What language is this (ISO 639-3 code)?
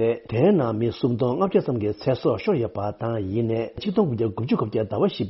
bod